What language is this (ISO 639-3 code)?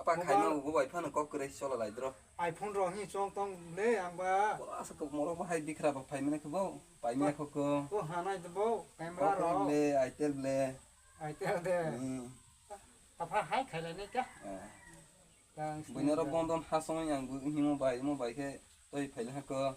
trp